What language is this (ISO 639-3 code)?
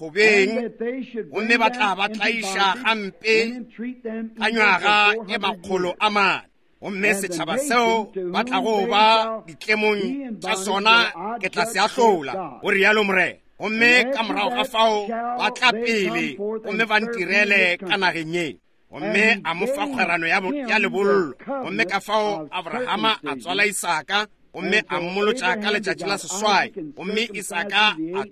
nso